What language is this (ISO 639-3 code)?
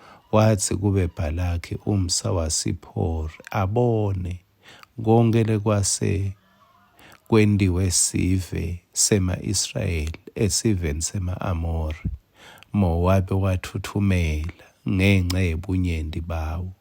ssw